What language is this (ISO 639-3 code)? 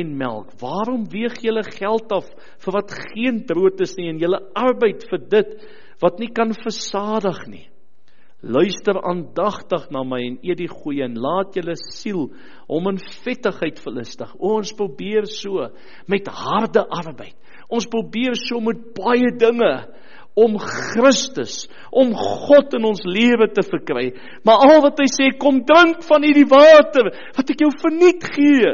afr